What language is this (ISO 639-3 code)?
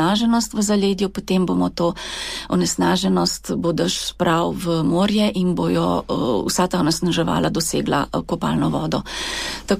slv